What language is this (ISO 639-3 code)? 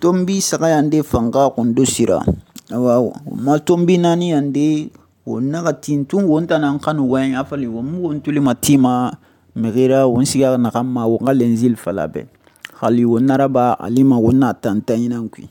sus